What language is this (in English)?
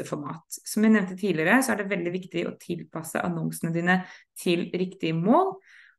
Norwegian